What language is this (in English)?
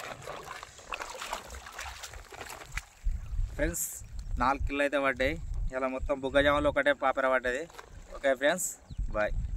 Telugu